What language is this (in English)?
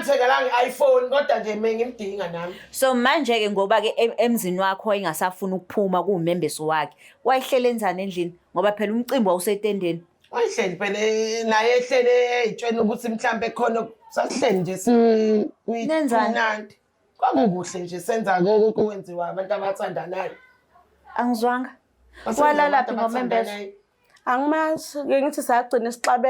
Zulu